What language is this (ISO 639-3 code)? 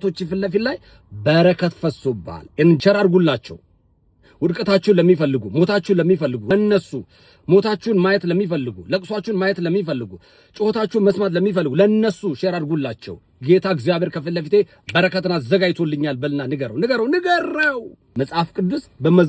amh